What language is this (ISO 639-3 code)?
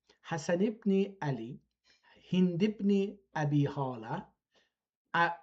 azb